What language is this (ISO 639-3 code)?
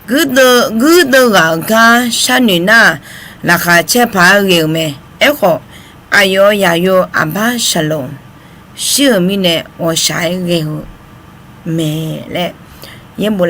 ahk